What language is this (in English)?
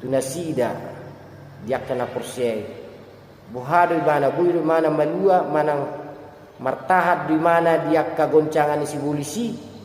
Batak Toba